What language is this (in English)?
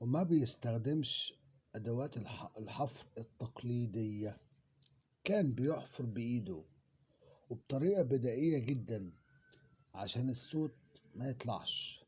Egyptian Arabic